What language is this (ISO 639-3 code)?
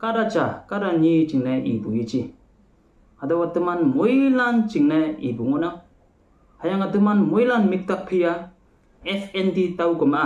nbe